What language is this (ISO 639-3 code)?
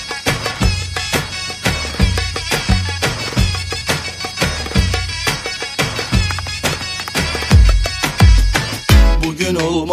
tur